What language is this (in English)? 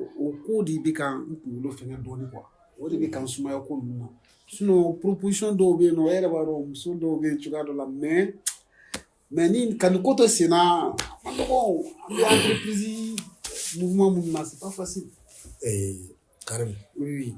Bambara